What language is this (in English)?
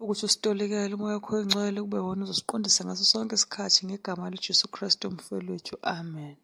Zulu